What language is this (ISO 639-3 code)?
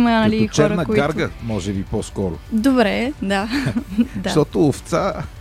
bul